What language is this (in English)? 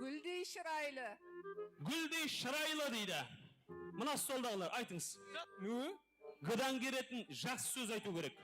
Kara-Kalpak